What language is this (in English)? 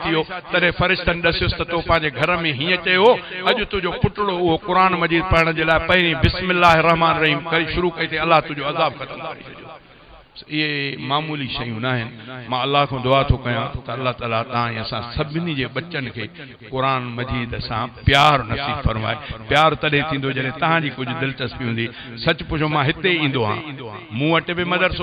Sindhi